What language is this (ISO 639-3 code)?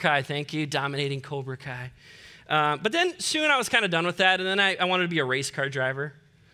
eng